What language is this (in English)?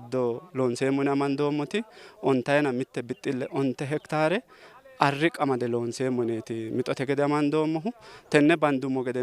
Sidamo